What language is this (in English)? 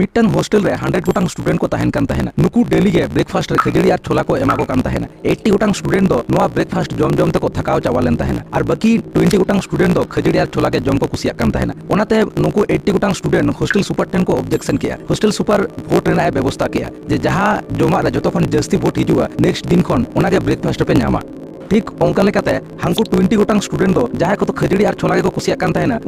Santali